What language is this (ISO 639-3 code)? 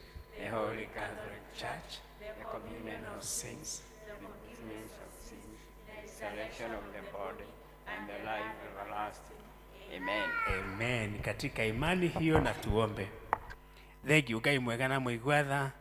kik